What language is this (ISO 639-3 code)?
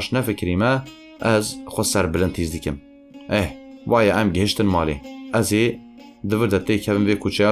kur